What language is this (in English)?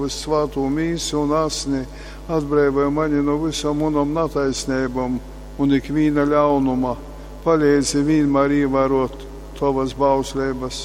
Latgalian